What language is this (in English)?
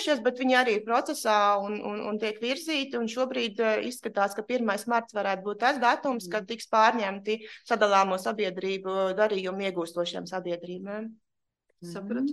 Latvian